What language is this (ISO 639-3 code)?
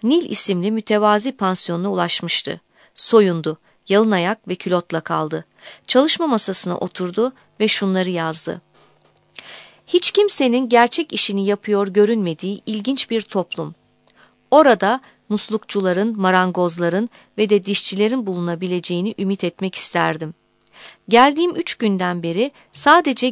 tur